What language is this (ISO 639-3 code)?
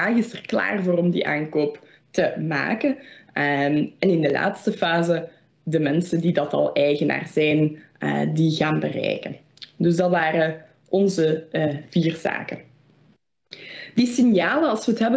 nld